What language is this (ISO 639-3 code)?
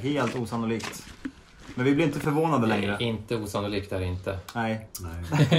swe